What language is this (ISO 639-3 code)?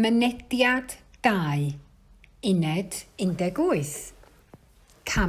cym